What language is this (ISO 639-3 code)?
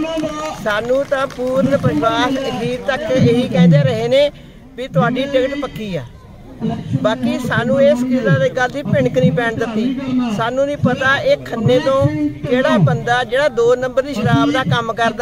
pan